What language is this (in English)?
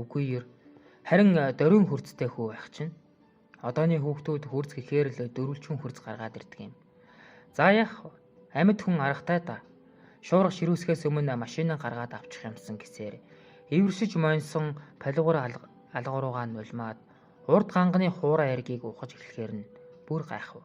Mongolian